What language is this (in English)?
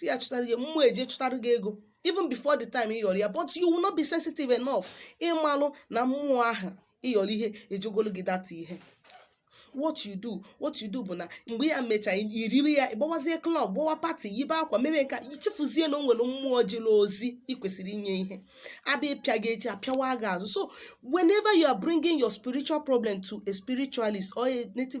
Igbo